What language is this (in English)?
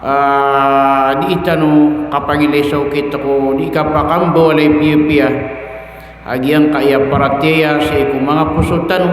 Maranao